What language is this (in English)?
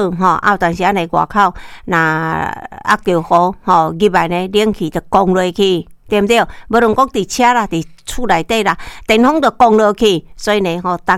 Min Nan Chinese